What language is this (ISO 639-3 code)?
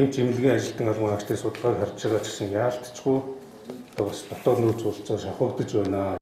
mon